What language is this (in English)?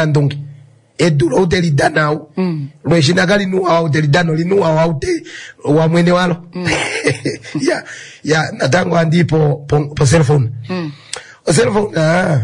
Kuanyama